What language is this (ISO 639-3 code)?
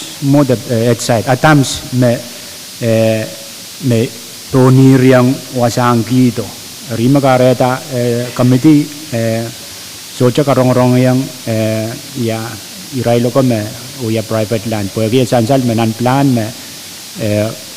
pon